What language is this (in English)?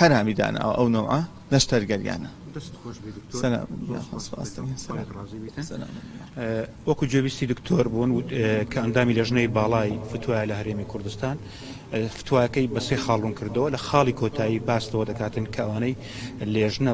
Central Kurdish